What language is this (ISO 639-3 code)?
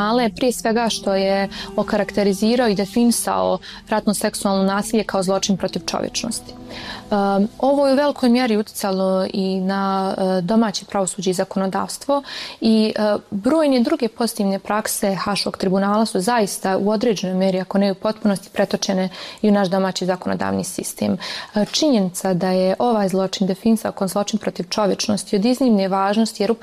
bos